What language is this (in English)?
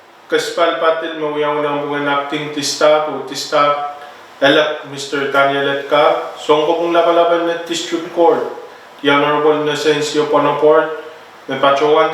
Pohnpeian